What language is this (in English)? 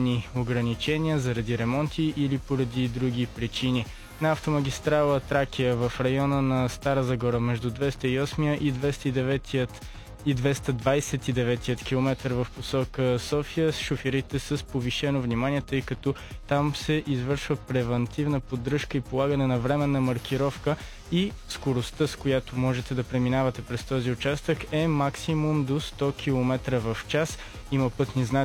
Bulgarian